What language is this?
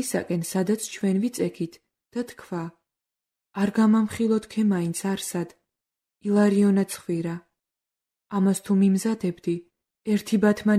Georgian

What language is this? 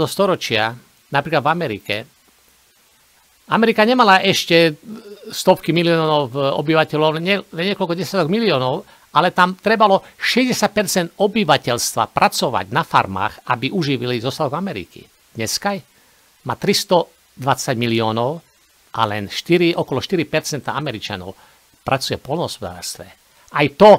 Slovak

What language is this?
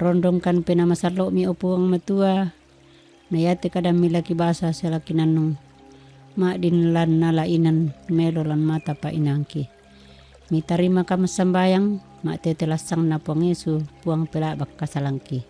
Toraja-Sa'dan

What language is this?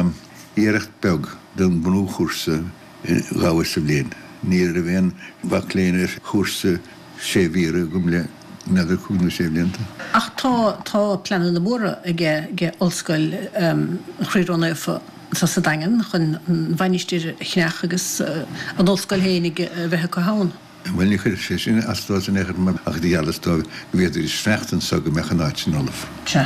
Irish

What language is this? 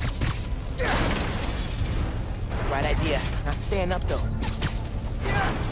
English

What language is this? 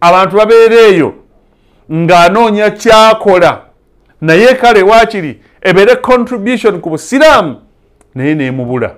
Ganda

